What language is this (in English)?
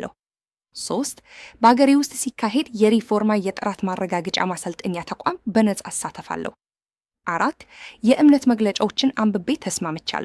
Amharic